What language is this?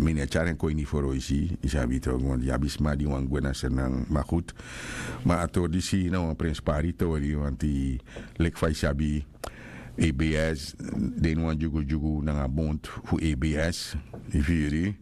Sranan Tongo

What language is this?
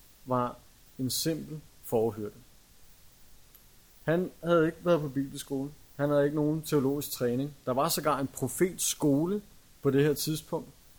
Danish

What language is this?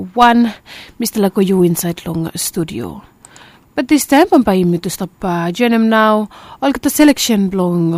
Bislama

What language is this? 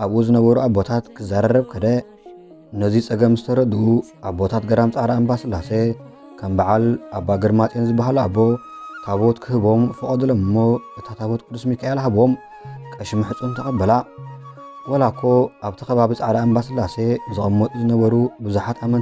Tigrinya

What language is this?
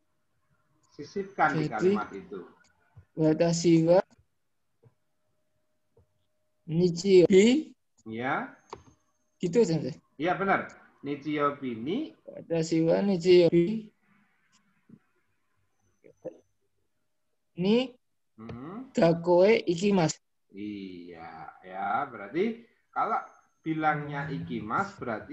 Indonesian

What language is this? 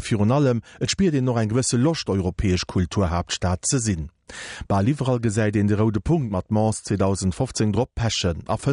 Luxembourgish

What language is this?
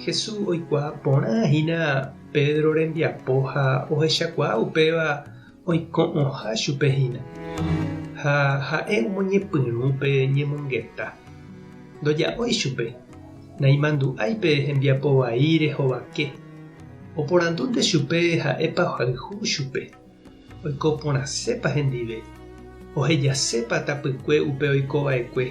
Guarani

